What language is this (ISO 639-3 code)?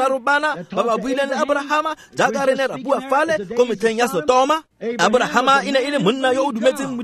tsn